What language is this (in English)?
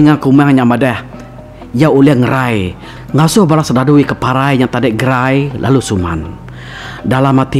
Iban